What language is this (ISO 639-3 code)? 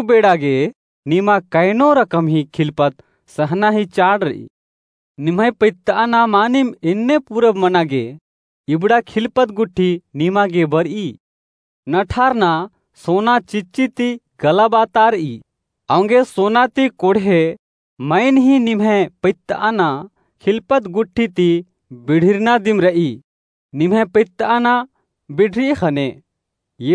kru